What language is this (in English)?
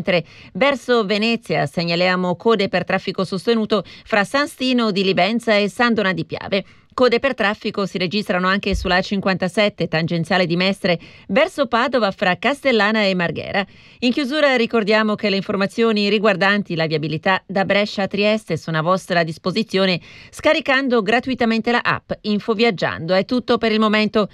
Italian